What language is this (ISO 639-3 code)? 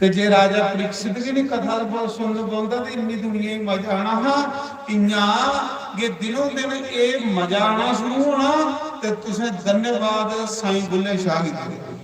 doi